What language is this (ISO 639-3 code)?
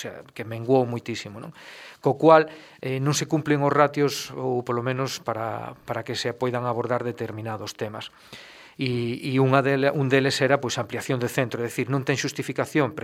glg